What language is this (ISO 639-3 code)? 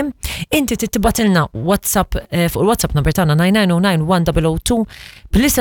mlt